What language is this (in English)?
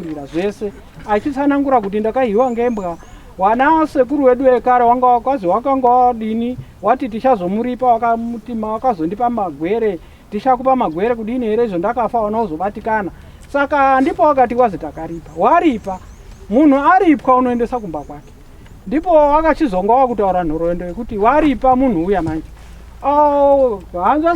Shona